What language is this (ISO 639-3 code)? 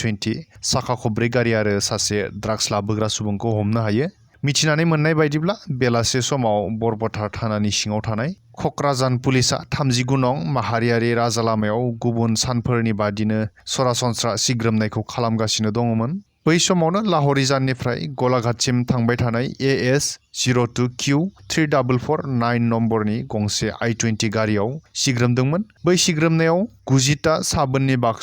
brx